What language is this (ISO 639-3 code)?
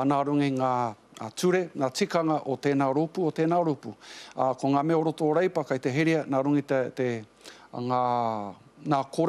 mri